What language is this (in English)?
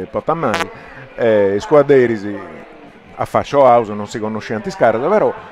Sardinian